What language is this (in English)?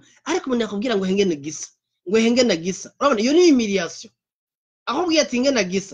Rundi